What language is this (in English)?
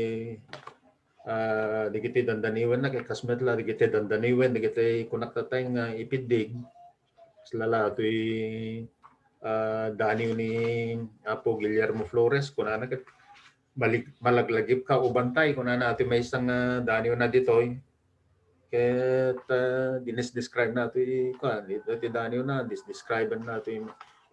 Iloko